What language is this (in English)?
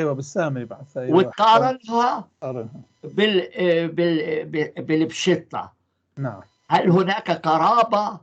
North Levantine Arabic